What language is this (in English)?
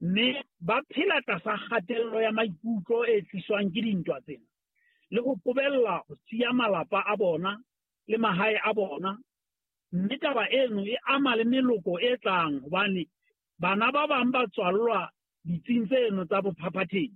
Southern Sotho